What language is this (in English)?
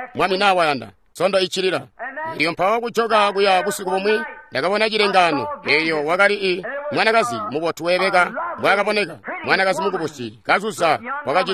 Tonga (Zambia)